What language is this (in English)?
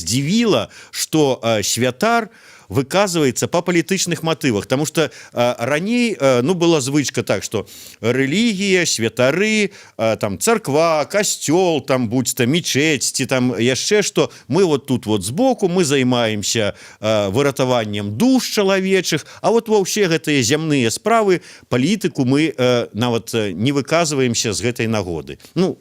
Belarusian